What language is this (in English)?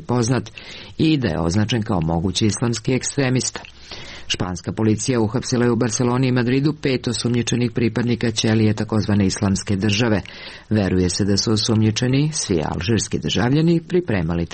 Serbian